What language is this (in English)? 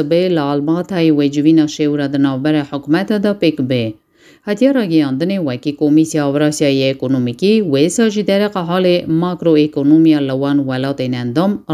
Kurdish